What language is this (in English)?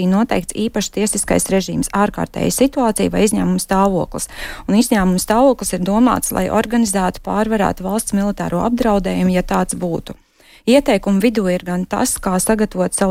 Latvian